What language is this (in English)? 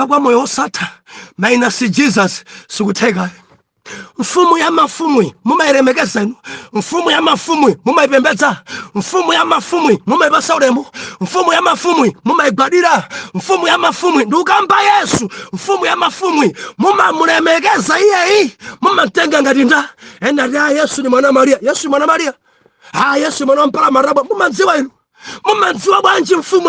Nyanja